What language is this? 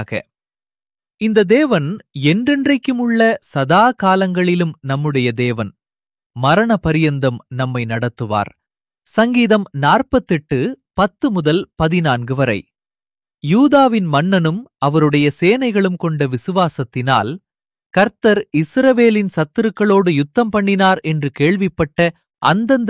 Tamil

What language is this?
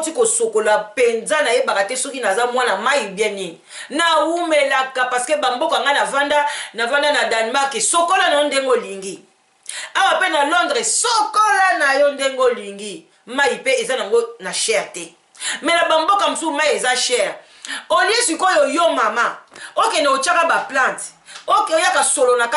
Lingala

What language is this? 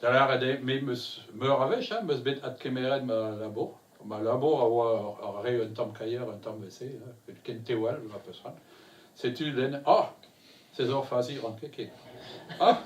Breton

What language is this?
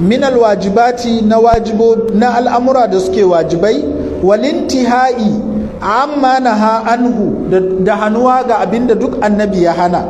Hausa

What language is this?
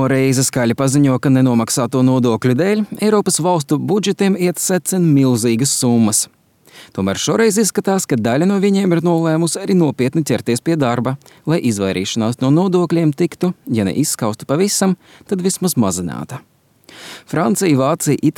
Latvian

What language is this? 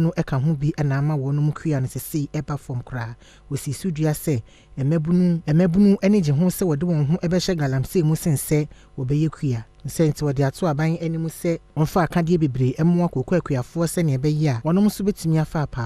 Akan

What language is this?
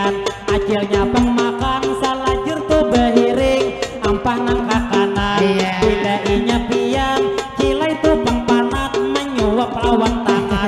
Banjar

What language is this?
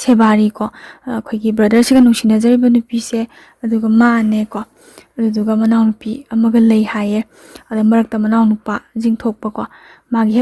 Manipuri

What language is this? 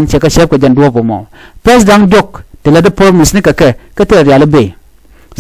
Nuer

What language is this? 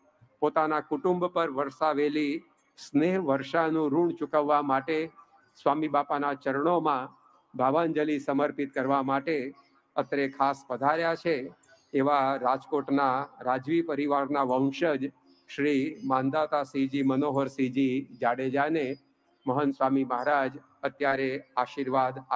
Gujarati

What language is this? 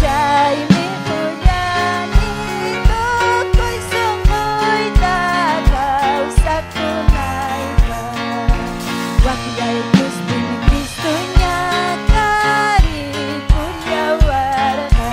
Ayacucho Quechua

